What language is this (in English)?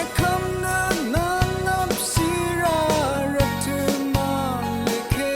Rawang